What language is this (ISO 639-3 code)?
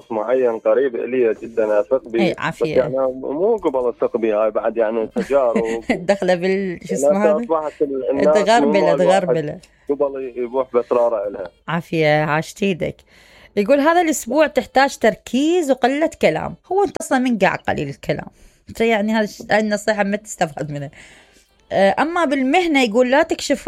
acm